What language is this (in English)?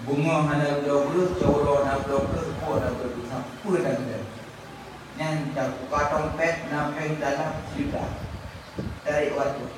Achinese